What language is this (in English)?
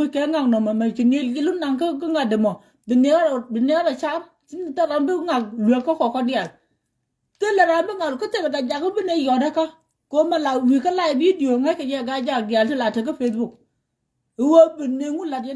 Nuer